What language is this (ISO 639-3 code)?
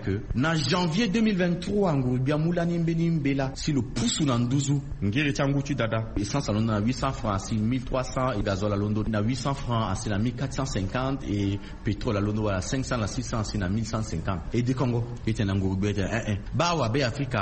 sag